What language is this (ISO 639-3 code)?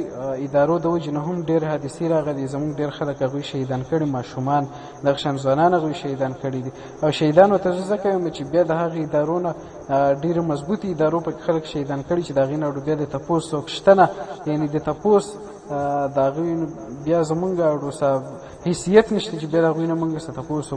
pus